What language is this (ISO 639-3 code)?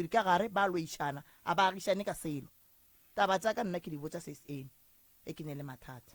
nso